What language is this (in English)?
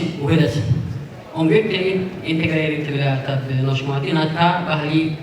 Tigrinya